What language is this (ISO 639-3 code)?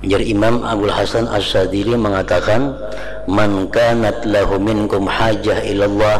bjn